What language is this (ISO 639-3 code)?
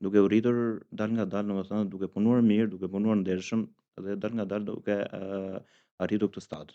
sqi